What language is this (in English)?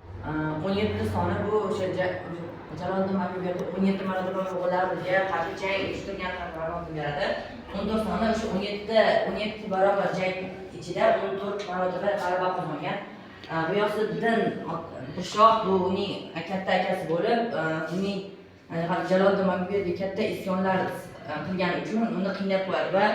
Uzbek